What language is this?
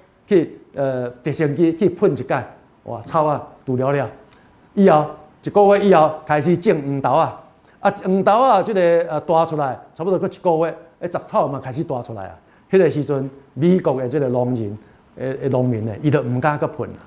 Min Nan Chinese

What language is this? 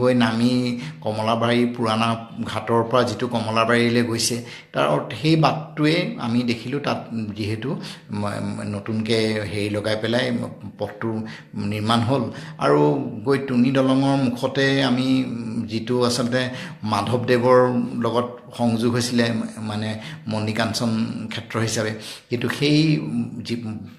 Assamese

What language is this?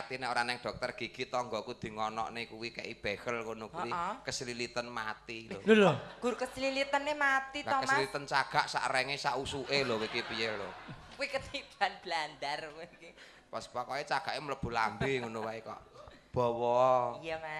Javanese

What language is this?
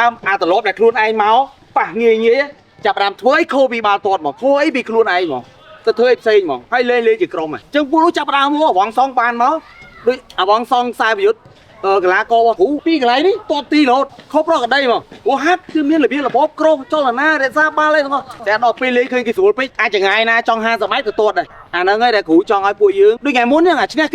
Khmer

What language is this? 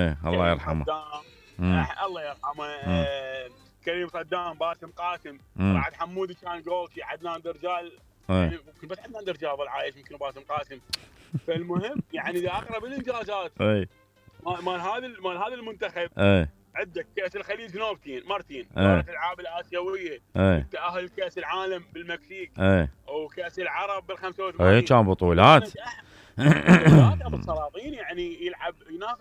Mesopotamian Arabic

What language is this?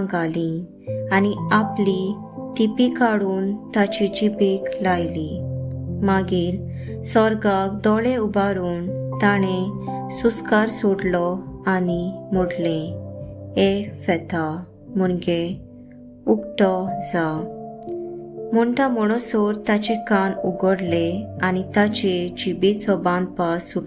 Konkani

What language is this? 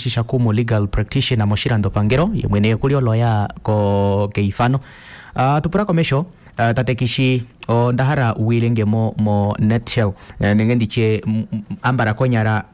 Kuanyama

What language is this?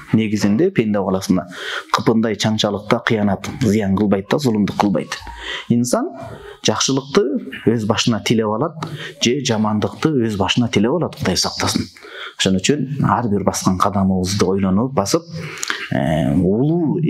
Kyrgyz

